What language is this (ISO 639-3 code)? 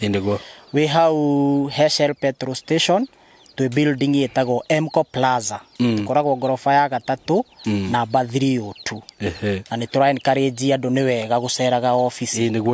kik